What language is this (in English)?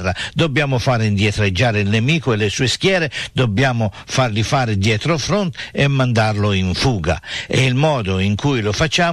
Italian